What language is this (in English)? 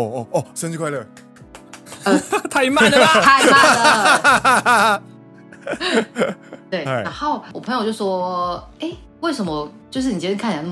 Chinese